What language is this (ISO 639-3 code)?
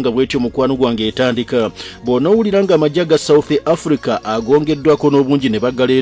lug